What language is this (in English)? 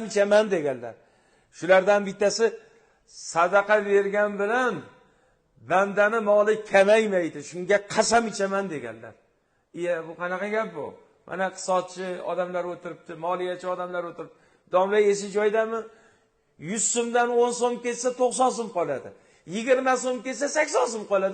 Uzbek